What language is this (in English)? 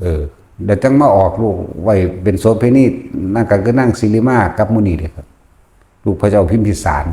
Northeastern Thai